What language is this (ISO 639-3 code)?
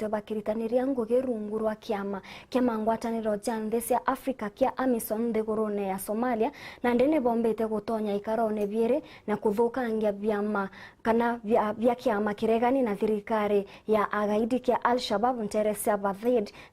mer